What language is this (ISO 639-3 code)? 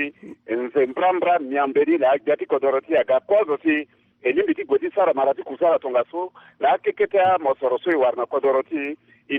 sag